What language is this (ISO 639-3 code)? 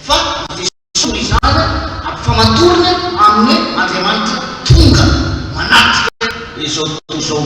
mlg